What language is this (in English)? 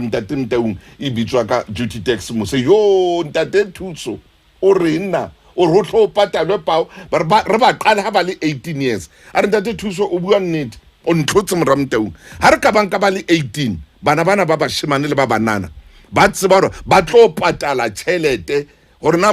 Southern Sotho